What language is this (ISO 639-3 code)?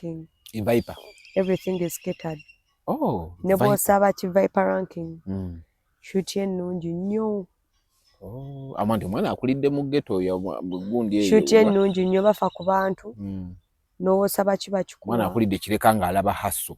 lug